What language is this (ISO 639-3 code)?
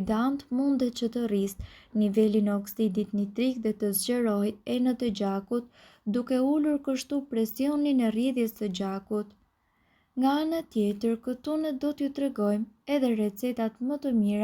sqi